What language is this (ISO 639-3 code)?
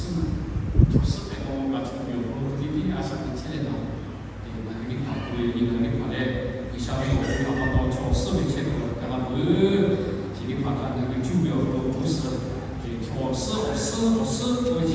lhu